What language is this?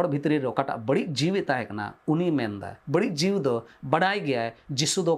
Santali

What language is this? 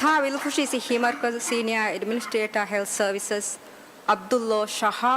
Divehi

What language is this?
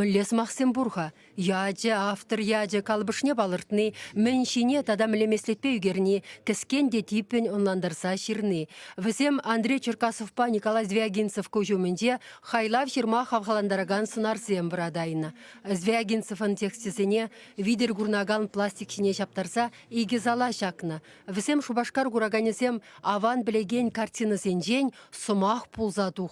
Chuvash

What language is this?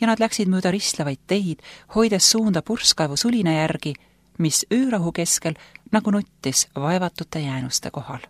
Estonian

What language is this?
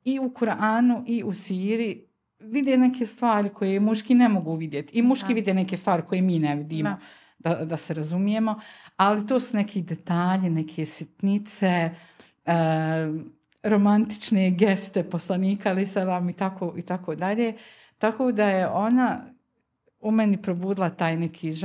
Bosnian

